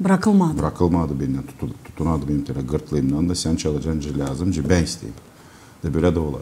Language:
Gagauz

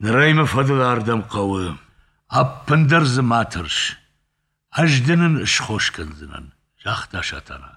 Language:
Ossetic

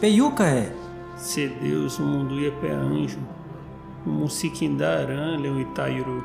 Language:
Nheengatu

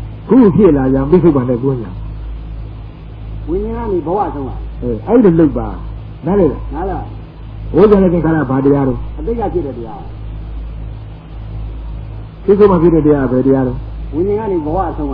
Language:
Burmese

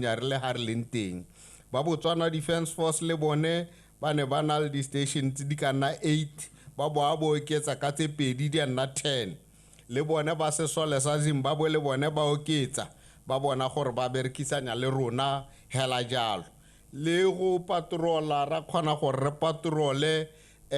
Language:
Tswana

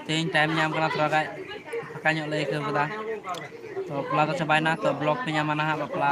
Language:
Santali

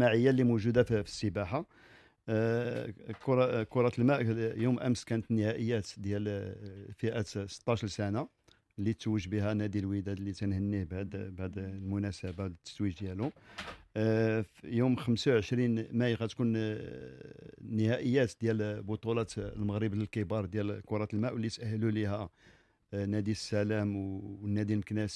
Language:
Moroccan Arabic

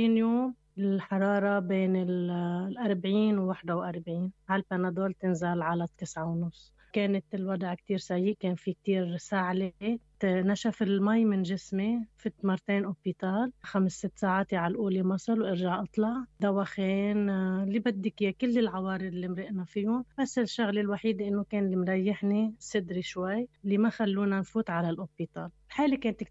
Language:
North Levantine Arabic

